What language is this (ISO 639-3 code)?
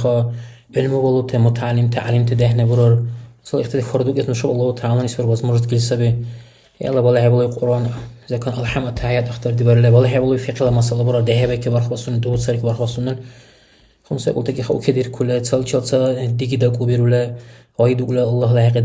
dar